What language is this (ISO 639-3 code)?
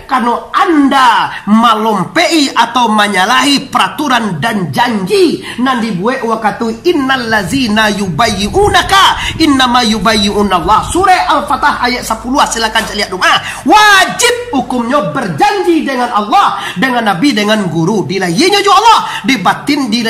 min